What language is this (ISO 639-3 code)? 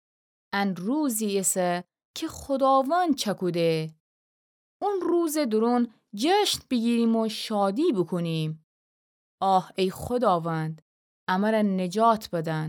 glk